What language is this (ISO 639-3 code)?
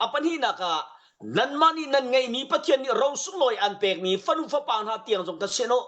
cnh